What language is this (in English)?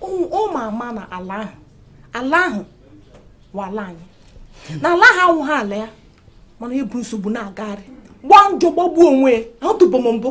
Igbo